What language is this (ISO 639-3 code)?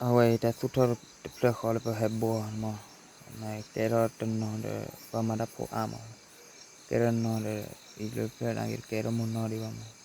ksw